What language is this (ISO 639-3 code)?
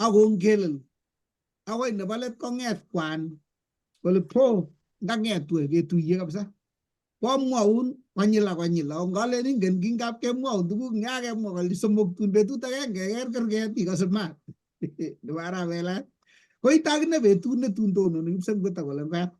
kln